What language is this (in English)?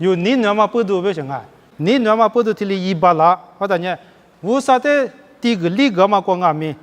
Lisu